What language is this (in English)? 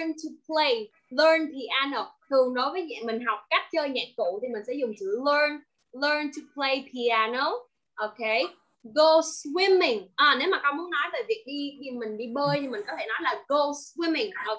Vietnamese